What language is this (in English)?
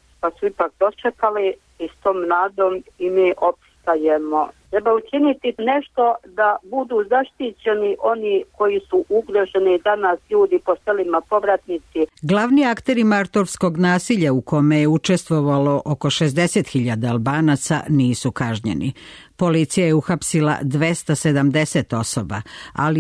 Serbian